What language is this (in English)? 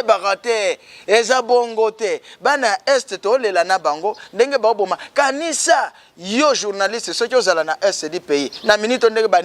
Lingala